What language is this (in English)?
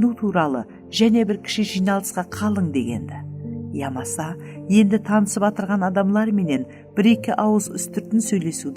Kara-Kalpak